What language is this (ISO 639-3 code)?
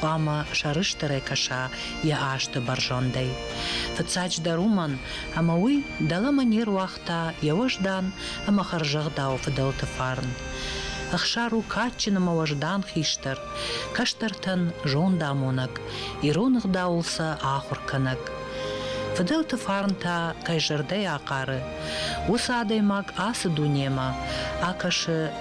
oss